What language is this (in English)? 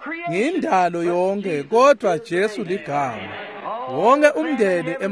Swati